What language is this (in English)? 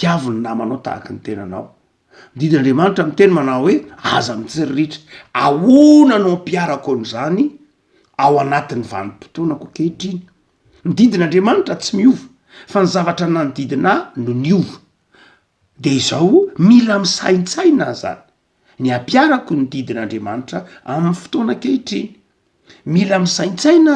Malagasy